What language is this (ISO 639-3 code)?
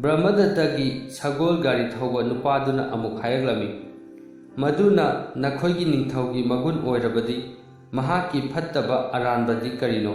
mni